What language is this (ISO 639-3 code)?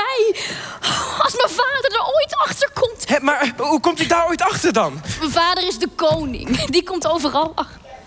nld